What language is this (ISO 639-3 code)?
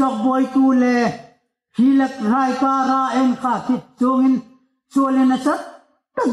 hmr